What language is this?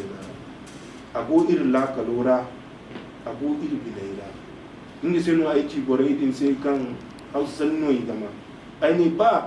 Zarma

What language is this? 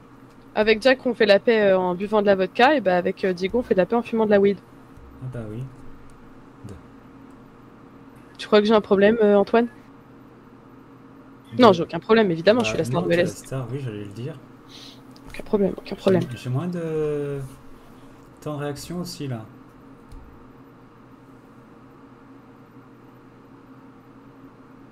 French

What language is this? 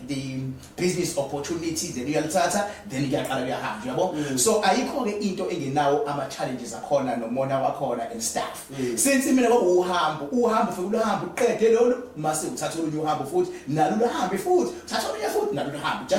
Zulu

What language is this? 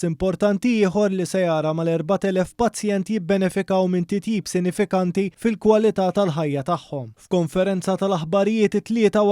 Maltese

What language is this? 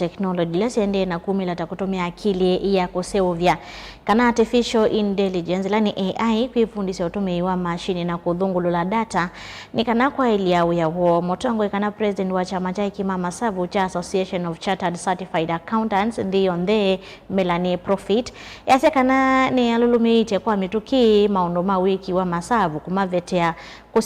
Kamba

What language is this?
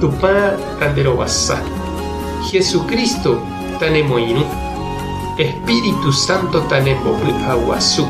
Guarani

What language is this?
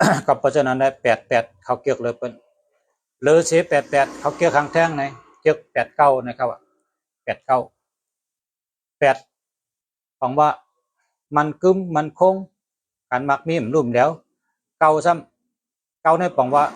Shan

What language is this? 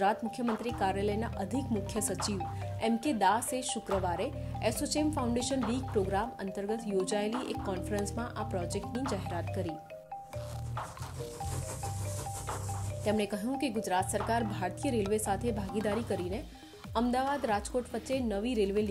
Gujarati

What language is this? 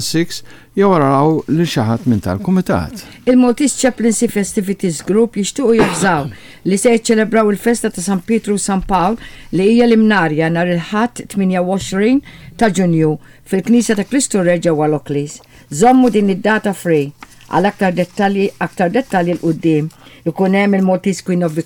Maltese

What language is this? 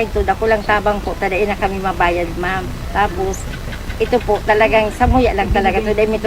Bikol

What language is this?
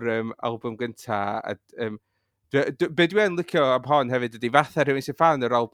Welsh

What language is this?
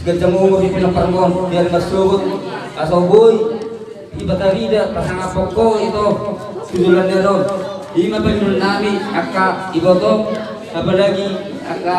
Batak Toba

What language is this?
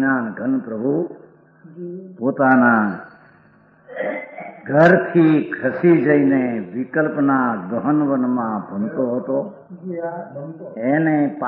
Gujarati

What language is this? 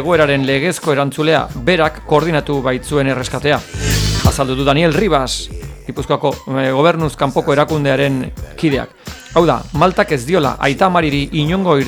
Basque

